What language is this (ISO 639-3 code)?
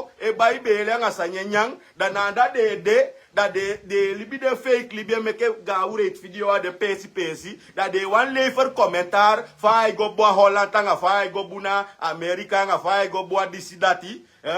srn